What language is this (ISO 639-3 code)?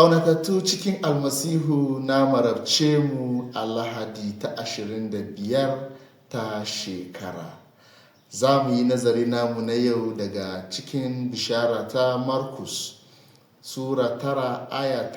hau